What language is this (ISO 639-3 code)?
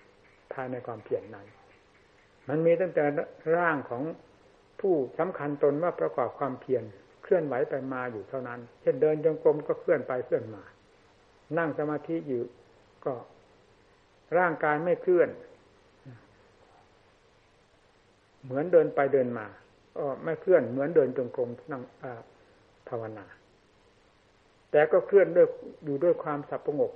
tha